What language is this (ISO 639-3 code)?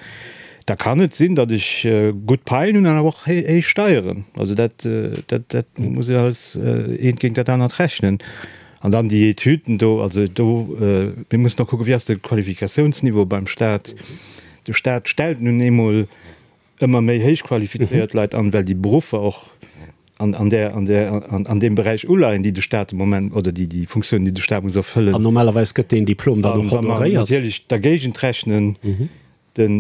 ltz